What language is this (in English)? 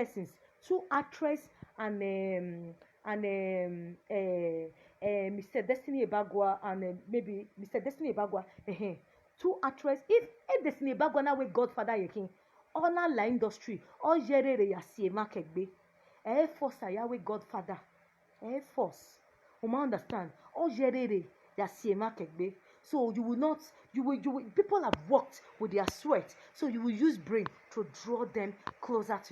Nigerian Pidgin